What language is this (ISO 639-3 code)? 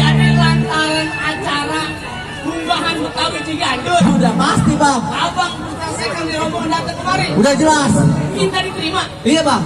bew